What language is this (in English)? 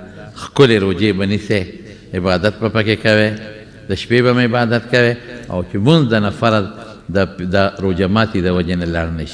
Pashto